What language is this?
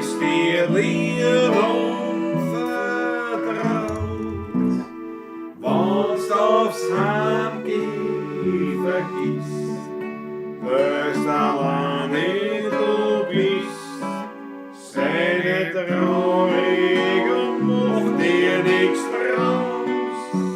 Bavarian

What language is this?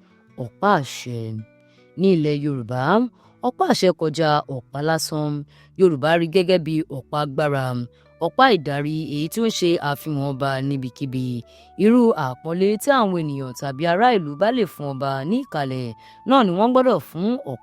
Yoruba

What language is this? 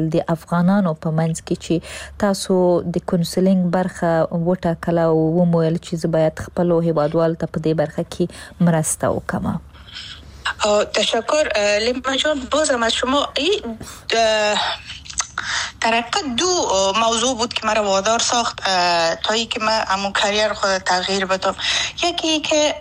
Persian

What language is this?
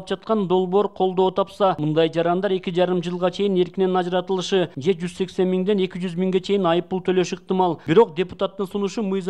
Kyrgyz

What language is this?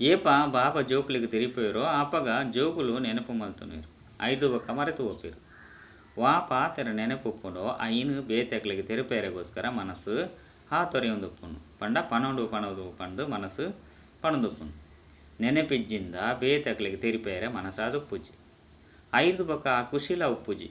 Tulu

